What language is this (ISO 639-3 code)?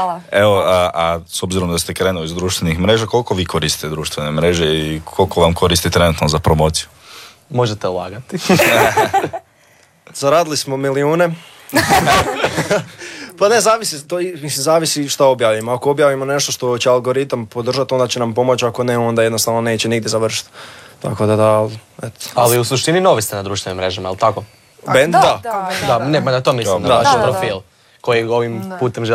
hrv